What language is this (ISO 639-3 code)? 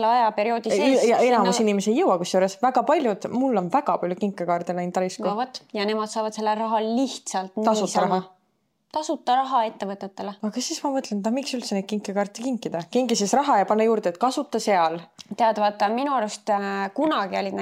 est